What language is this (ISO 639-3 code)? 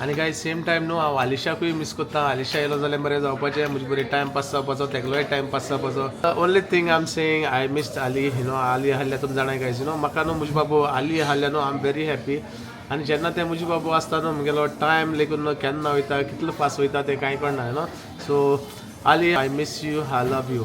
kok